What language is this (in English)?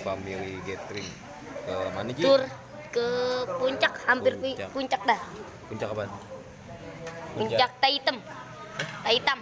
Betawi